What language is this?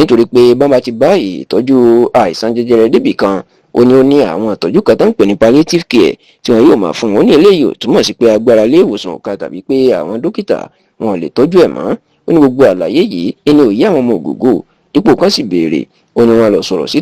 Yoruba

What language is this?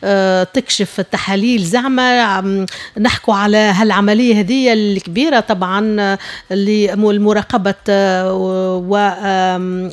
Tunisian Arabic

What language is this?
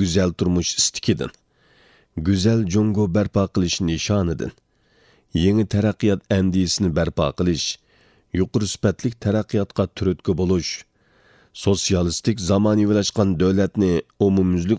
Uyghur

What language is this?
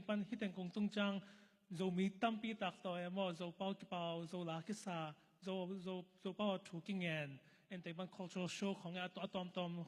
Tedim Chin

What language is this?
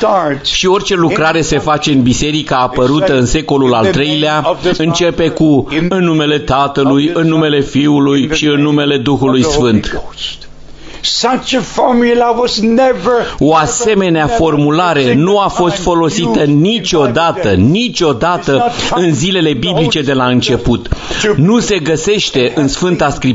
Romanian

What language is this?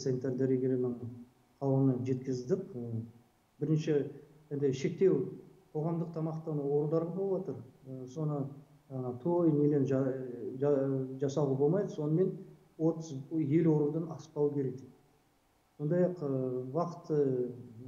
Kazakh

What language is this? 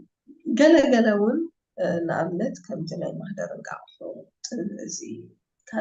Tigrinya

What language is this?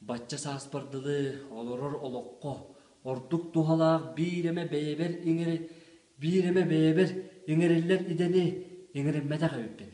Yakut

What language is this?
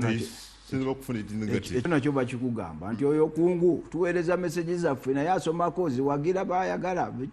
Ganda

